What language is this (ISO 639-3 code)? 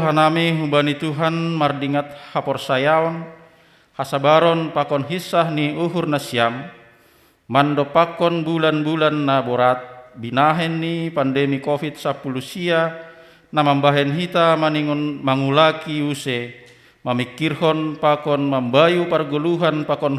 bts